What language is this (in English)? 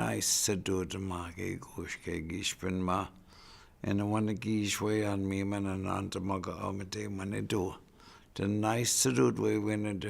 Chippewa